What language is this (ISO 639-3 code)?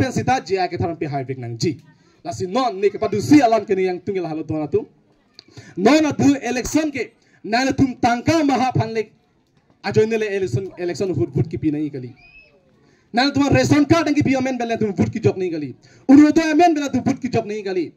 mjw